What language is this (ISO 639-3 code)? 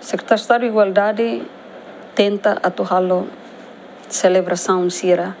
tet